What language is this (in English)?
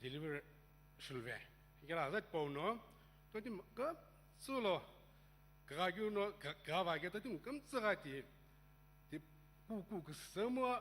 Sumi Naga